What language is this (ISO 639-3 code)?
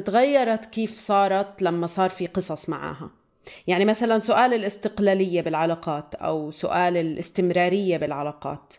apc